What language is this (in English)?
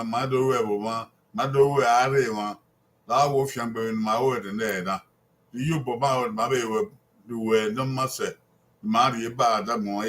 Bini